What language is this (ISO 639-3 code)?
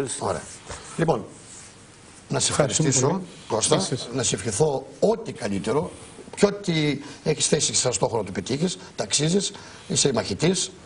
ell